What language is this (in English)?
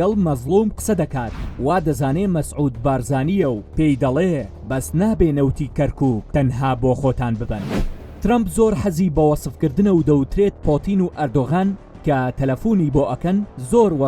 Central Kurdish